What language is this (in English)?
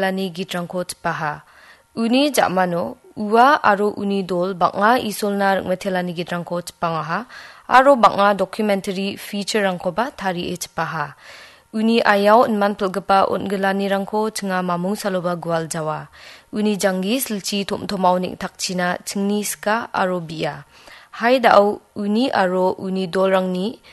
Garo